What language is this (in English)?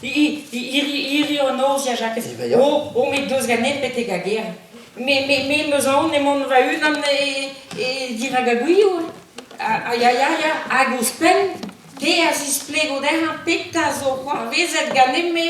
Breton